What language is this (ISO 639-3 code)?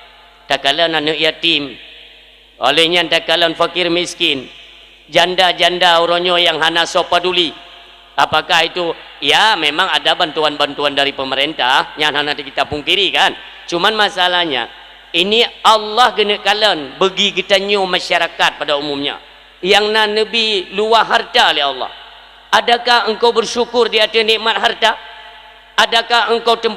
ace